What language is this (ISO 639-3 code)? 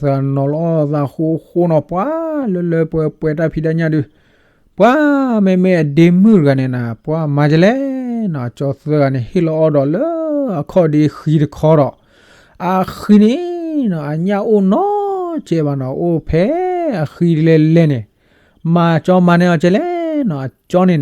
ksw